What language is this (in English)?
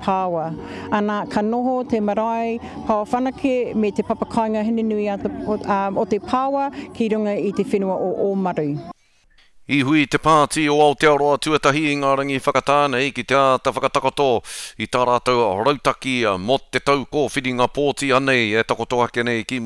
Māori